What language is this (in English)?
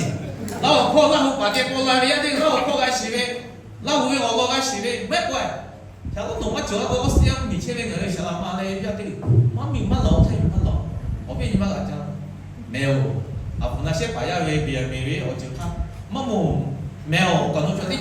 Lahu